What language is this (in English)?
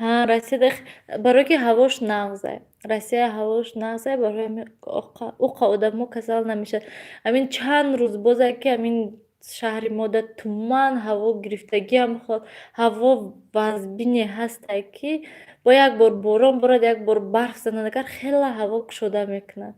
Tajik